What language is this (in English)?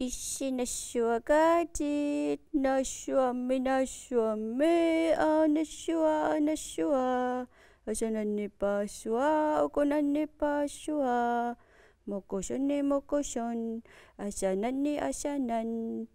Kalaallisut